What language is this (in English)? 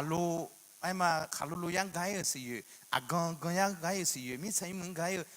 Akha